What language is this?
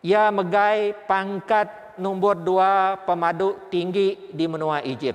Iban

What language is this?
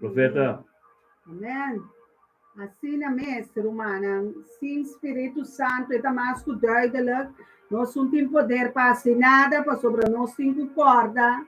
Papiamento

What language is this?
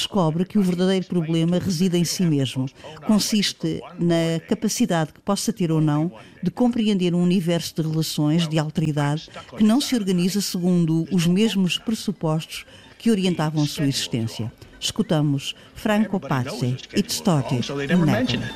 Portuguese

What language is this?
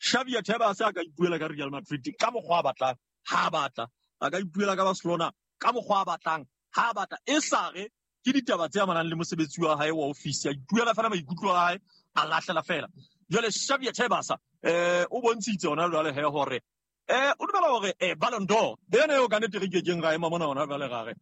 Southern Sotho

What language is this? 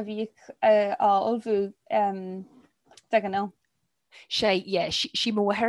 Irish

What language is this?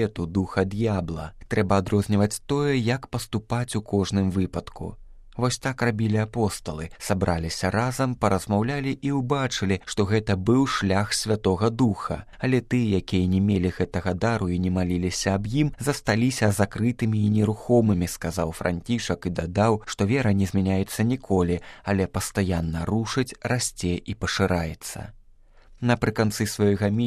Belarusian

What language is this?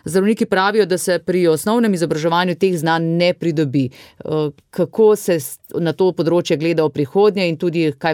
Slovenian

